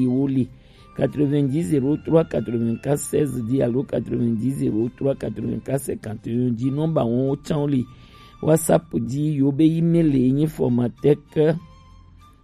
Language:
Gen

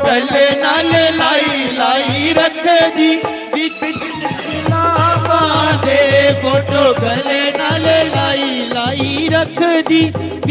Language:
Dogri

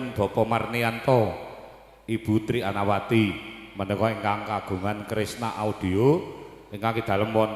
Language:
Javanese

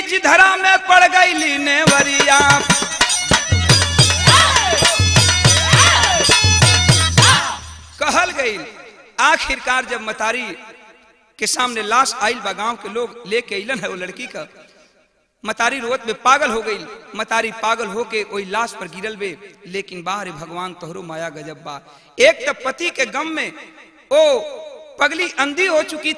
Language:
Bhojpuri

